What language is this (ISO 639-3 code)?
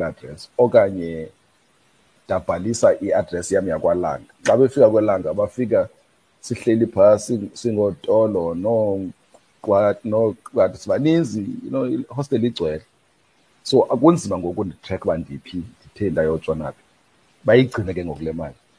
xho